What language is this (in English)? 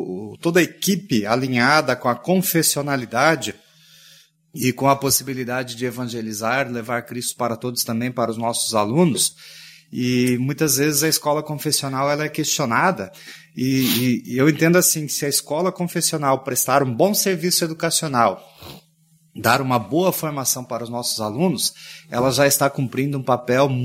Portuguese